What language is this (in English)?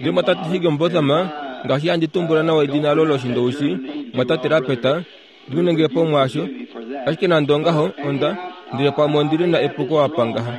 Kuanyama